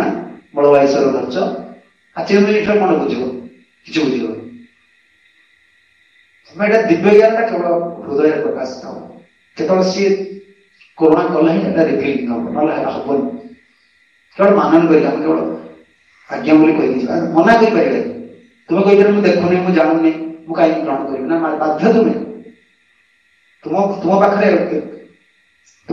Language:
Odia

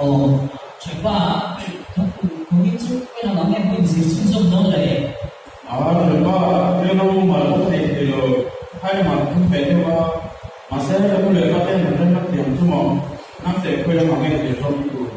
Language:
Mizo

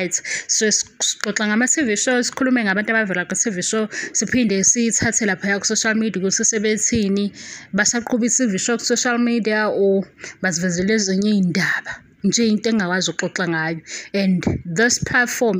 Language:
Zulu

